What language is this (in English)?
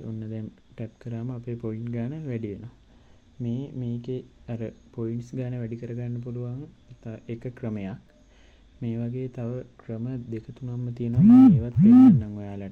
Sinhala